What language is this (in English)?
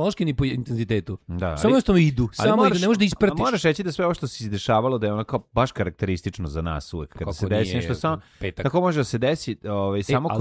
Serbian